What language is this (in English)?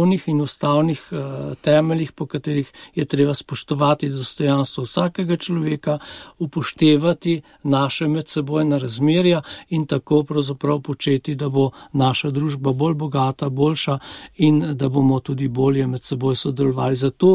Slovenian